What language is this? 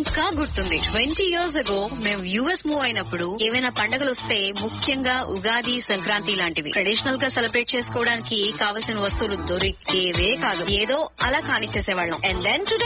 Telugu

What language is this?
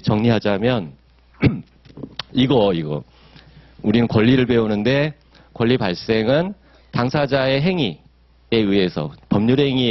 Korean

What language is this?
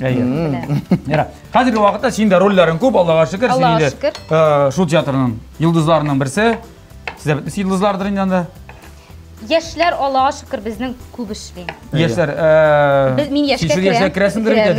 Tatar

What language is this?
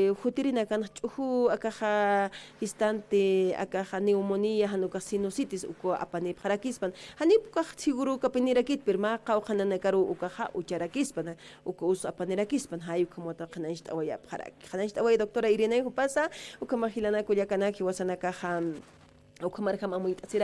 Aymara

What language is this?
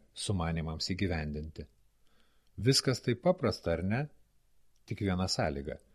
Lithuanian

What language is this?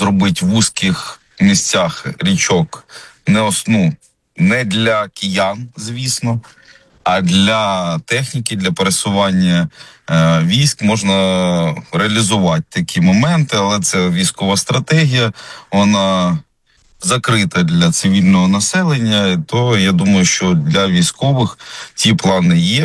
Ukrainian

